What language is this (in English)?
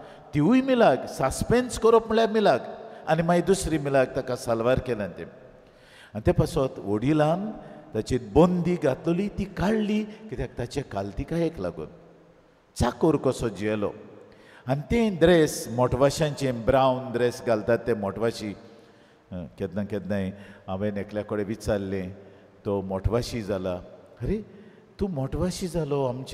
Konkani